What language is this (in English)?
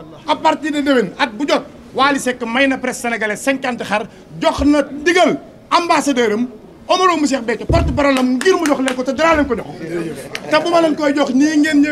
Wolof